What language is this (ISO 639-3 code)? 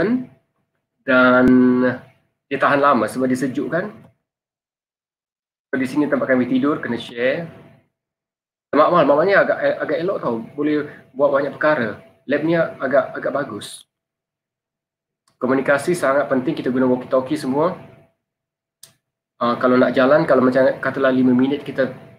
msa